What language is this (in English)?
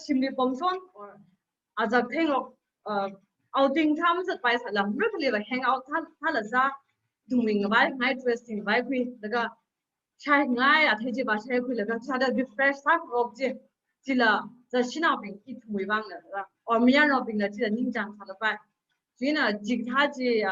Tangkhul Naga (India)